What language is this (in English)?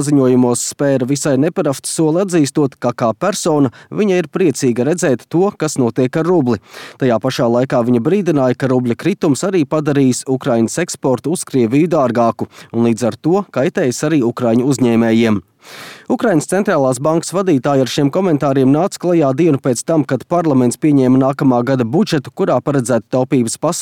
Latvian